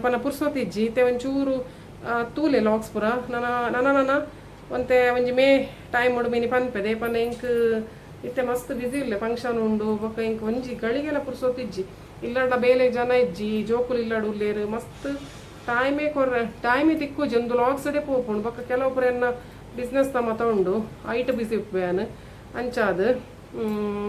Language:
Tulu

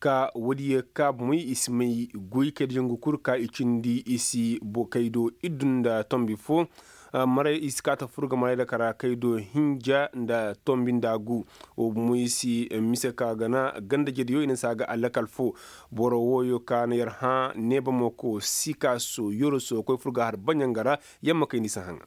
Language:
Koyraboro Senni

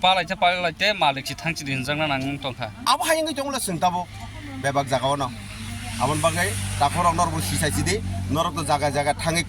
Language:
Kok Borok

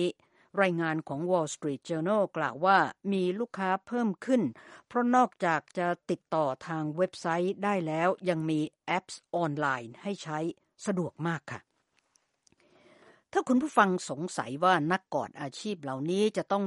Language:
Thai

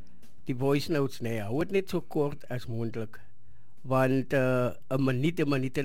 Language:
Afrikaans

